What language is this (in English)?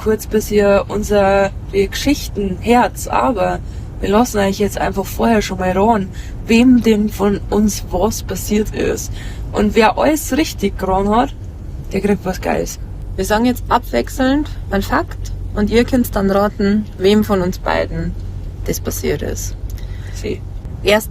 Bavarian